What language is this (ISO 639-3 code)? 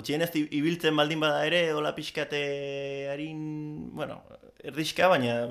eus